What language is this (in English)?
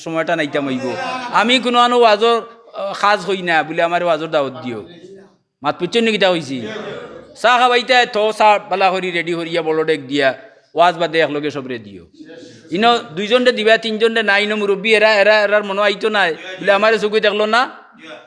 Sylheti